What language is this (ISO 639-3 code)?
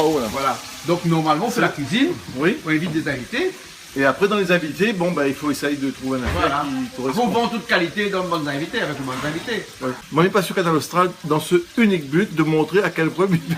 rcf